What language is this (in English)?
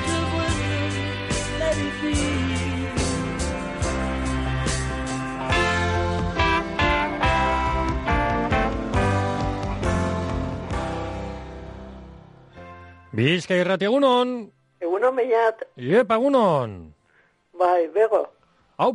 Basque